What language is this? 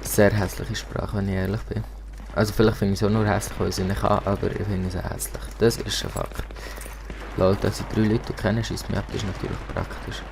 Swiss German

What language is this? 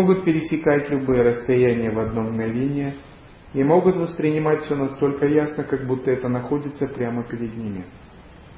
Russian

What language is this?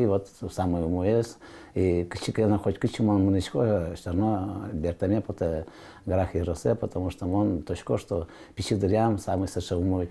Udmurt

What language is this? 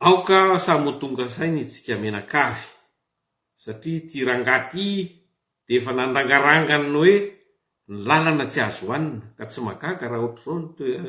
Malagasy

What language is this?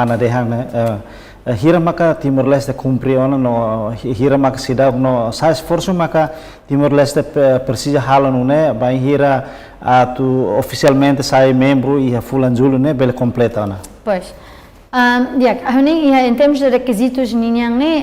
Tetum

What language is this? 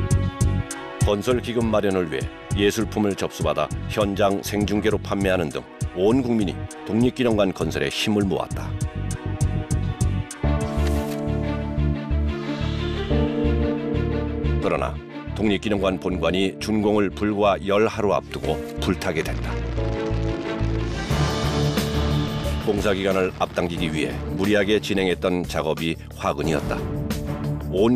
Korean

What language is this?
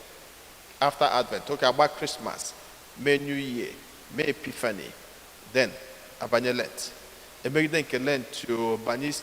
Igbo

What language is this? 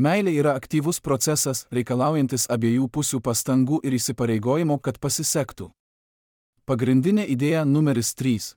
Lithuanian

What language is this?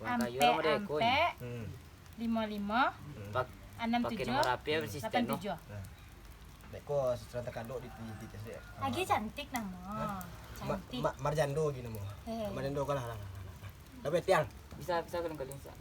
Minangkabau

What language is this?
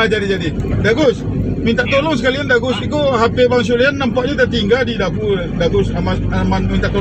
Minangkabau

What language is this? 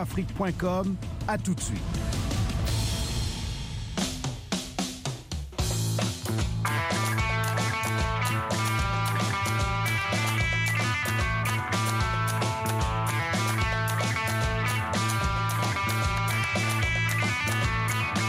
French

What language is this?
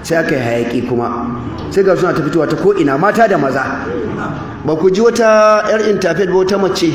Hausa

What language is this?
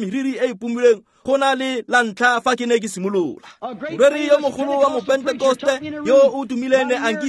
Tswana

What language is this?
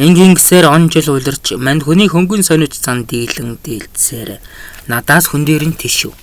Mongolian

